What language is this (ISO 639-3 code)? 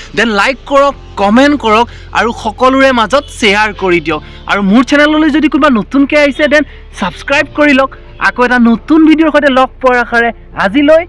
asm